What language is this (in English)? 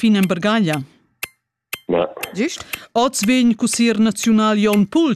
Romansh